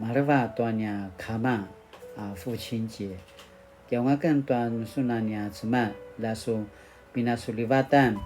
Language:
Paiwan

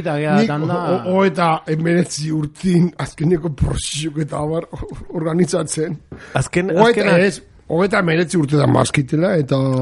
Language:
Basque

